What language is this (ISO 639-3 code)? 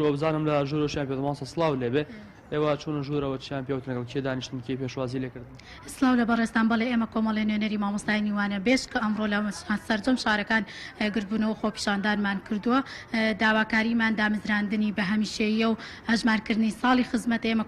ckb